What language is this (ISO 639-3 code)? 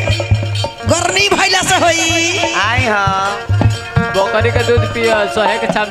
bho